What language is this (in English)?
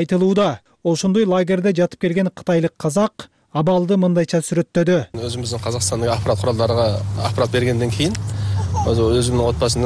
Kyrgyz